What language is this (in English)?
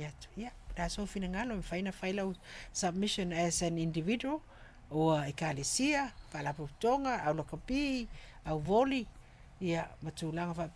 Samoan